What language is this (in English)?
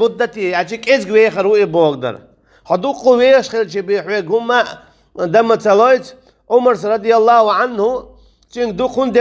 Chechen